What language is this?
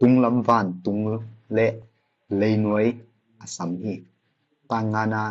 Tedim Chin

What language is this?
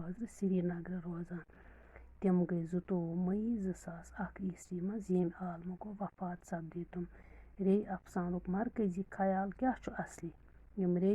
Kashmiri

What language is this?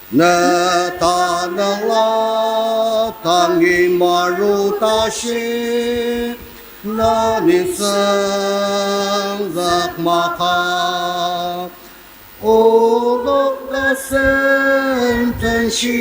Ao Naga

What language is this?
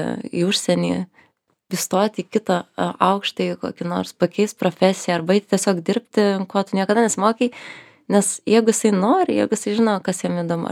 Lithuanian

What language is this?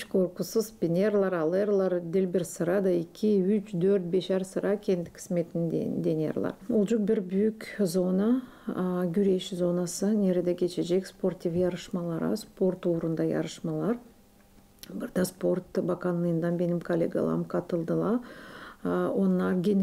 Gagauz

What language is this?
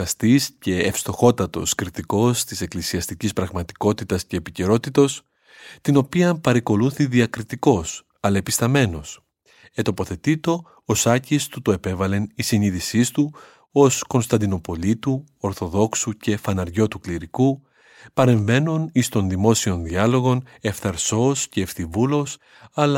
Greek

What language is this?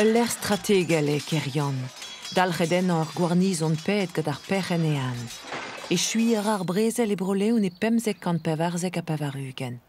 Breton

